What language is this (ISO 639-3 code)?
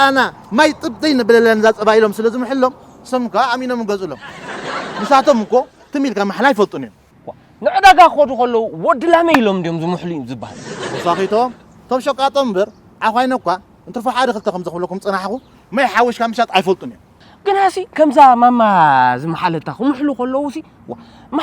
tir